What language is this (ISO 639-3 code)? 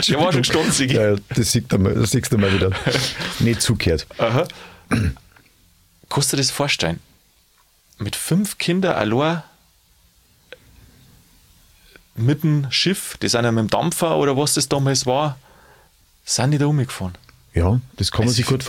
deu